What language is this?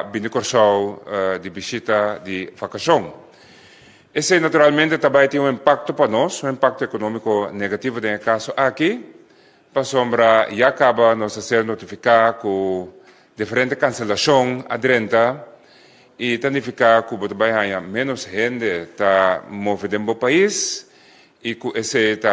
Papiamento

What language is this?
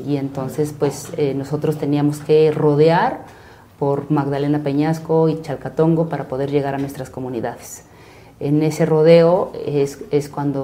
Spanish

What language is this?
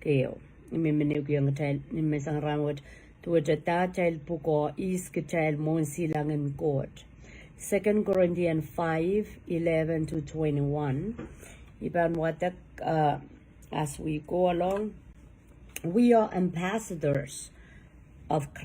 Pohnpeian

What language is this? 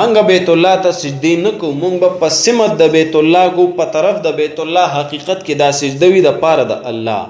Pashto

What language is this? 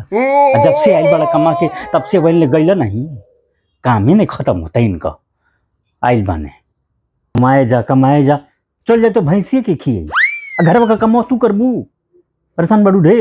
Bhojpuri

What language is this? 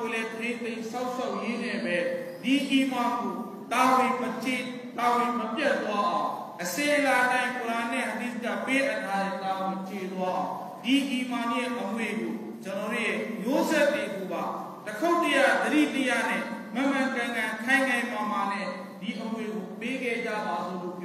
Burmese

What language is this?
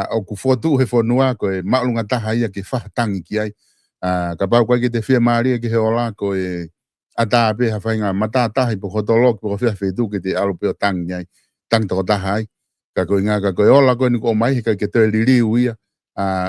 Tongan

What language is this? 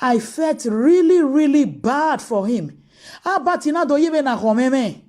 Nigerian Pidgin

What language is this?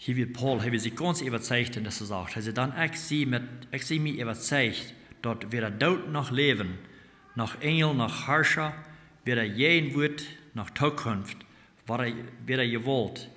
Plautdietsch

